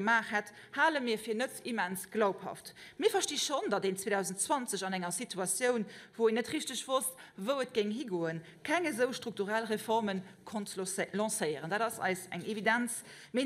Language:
Luxembourgish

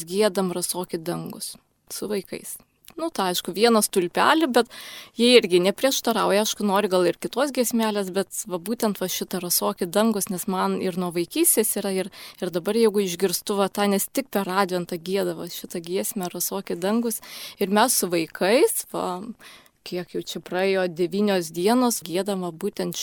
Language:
Lithuanian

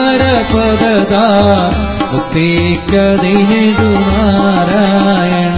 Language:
Malayalam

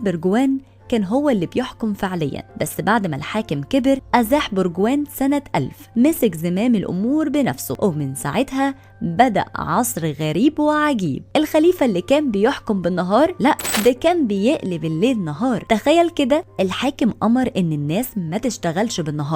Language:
Egyptian Arabic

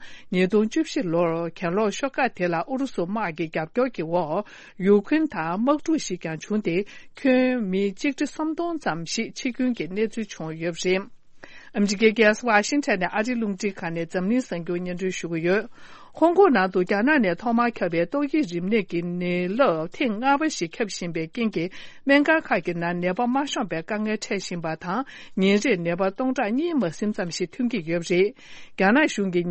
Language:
Tibetan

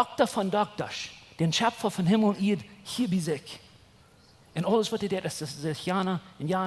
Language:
Plautdietsch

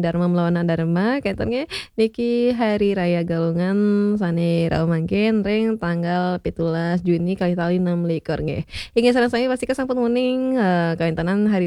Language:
Balinese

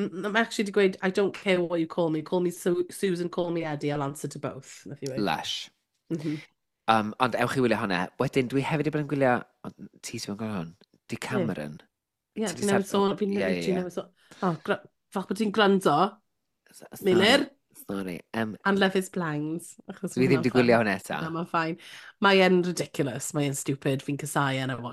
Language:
Welsh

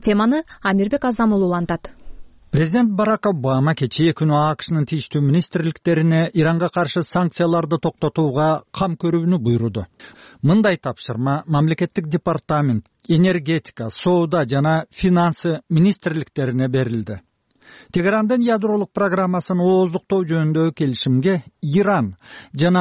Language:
Kyrgyz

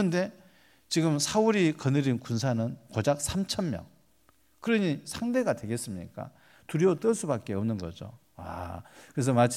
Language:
Korean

